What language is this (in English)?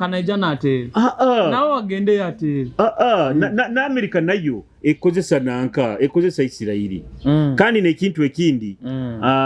Nyoro